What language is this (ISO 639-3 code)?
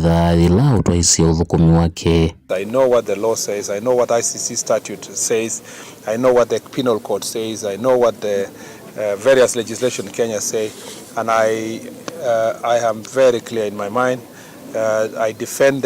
kam